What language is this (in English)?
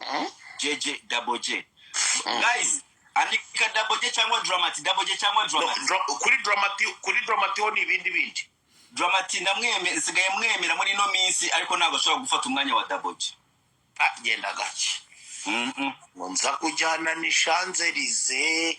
Kinyarwanda